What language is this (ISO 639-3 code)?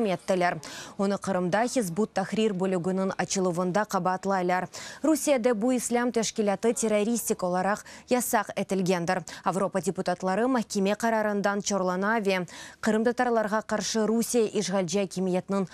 crh